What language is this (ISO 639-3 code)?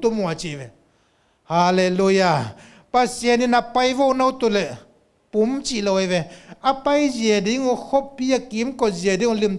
ctd